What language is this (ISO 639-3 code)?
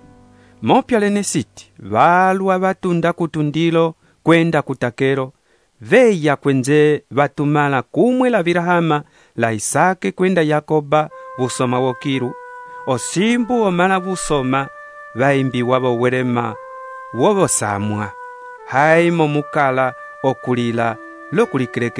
umb